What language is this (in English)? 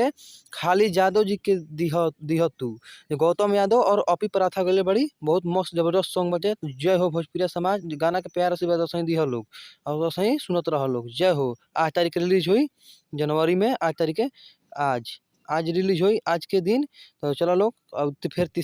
Bhojpuri